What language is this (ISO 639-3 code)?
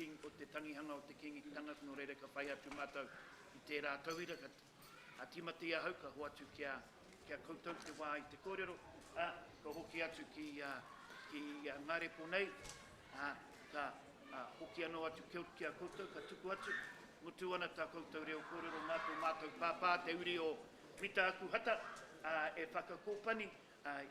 mri